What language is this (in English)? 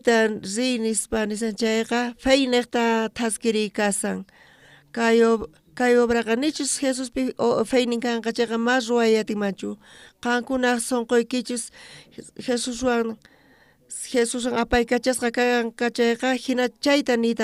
South Bolivian Quechua